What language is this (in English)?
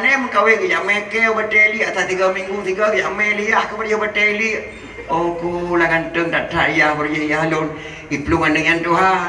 Achinese